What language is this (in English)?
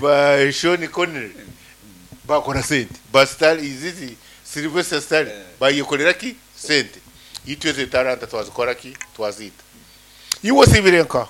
Nyankole